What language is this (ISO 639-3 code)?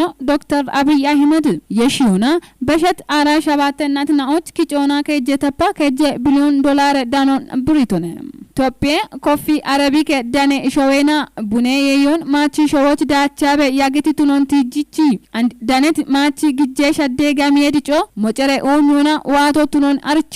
kbr